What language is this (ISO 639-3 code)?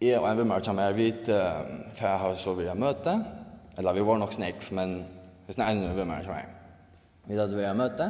fao